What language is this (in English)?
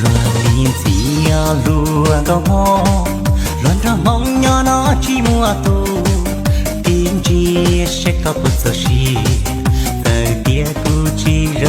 Hmong